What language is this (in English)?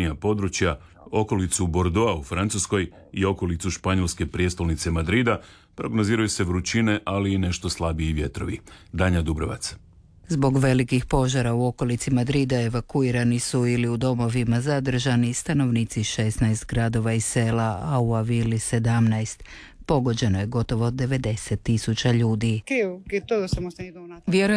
Croatian